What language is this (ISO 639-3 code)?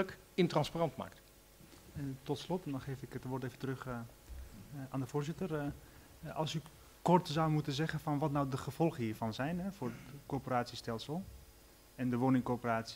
nld